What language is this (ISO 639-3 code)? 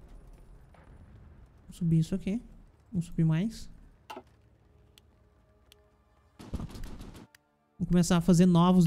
por